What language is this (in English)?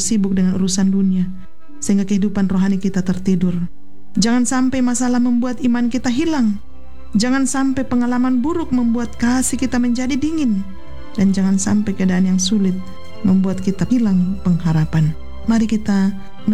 Indonesian